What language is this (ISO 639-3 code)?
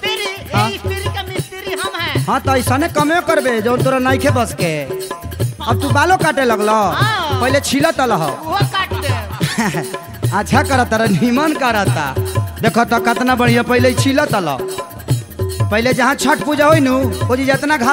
bho